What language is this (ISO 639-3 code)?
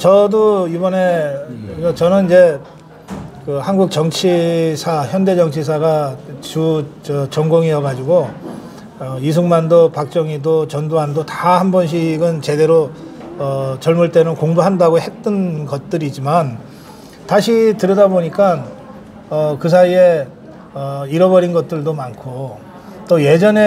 kor